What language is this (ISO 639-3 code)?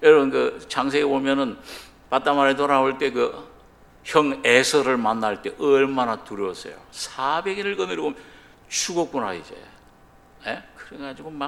kor